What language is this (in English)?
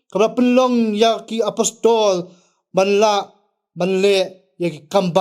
Khasi